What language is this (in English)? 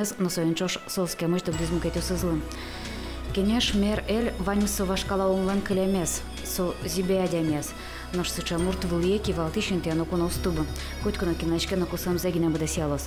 Udmurt